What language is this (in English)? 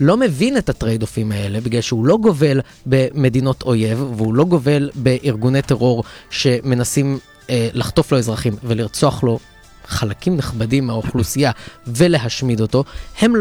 Hebrew